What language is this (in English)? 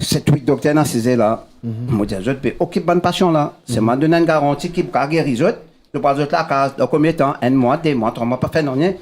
Morisyen